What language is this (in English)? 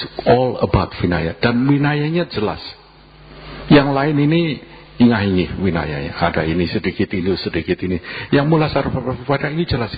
Indonesian